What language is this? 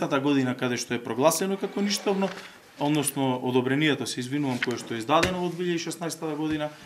Macedonian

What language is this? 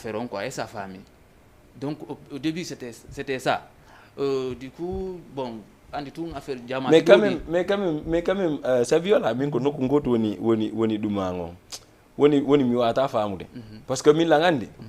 Fula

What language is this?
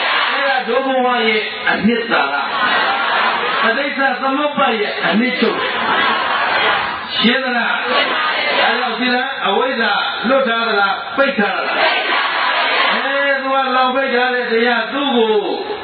Burmese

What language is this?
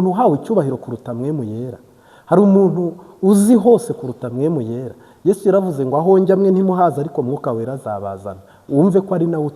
Kinyarwanda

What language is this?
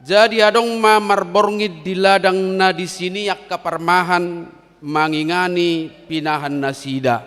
Batak Toba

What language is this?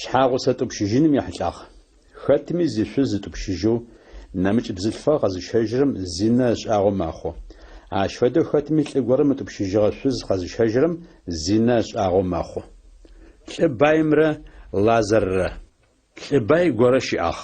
Adyghe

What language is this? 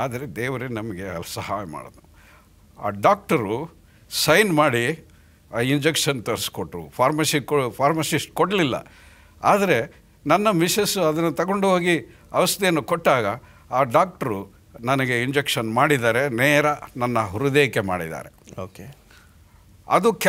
Kannada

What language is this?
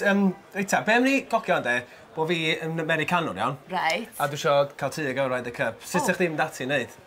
Welsh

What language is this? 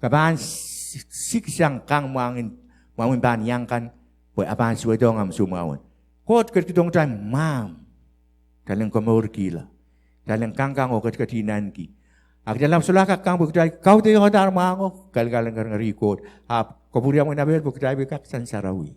Pohnpeian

